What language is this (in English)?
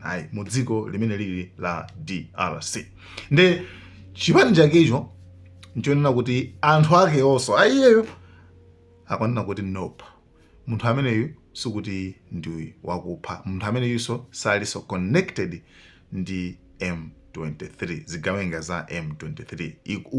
Nyanja